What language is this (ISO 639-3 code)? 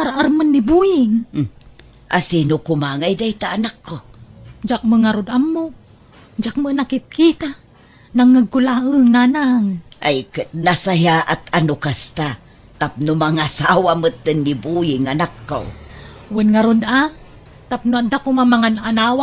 ilo